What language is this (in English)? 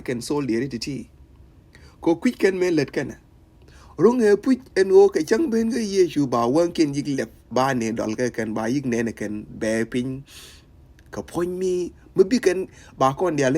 Nuer